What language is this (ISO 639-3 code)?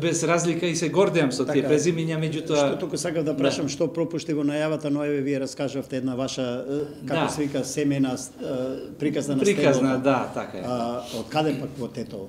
mkd